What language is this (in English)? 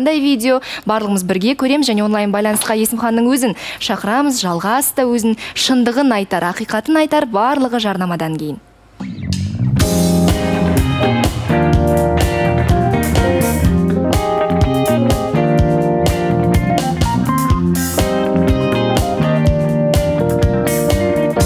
Kazakh